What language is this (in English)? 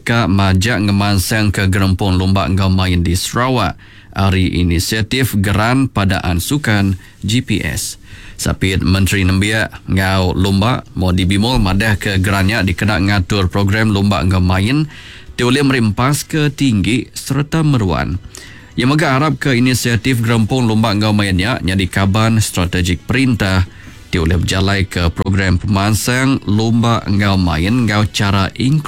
Iban